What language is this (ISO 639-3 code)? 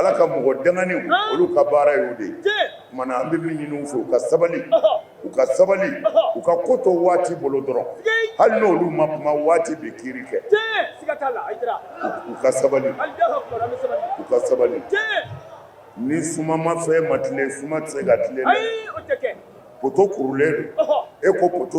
bam